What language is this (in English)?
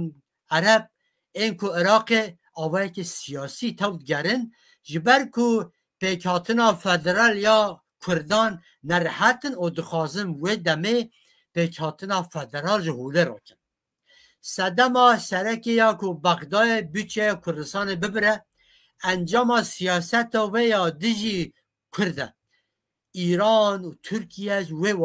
Kurdish